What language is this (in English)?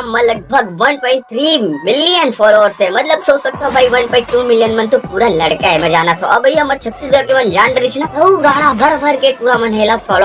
Chhattisgarhi